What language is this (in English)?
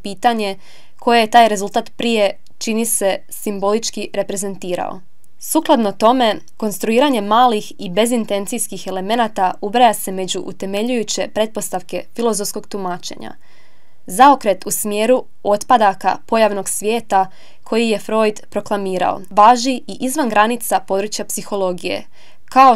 Croatian